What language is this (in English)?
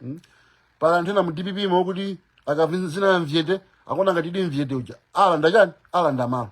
Nyanja